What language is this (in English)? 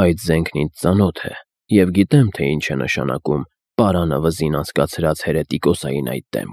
Armenian